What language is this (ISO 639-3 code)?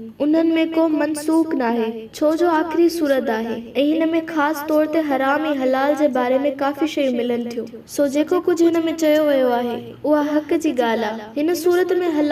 snd